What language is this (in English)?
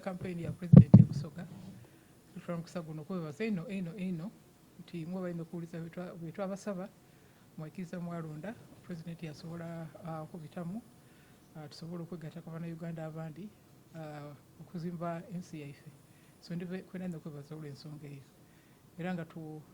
Soga